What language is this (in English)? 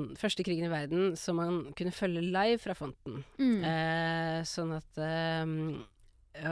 Norwegian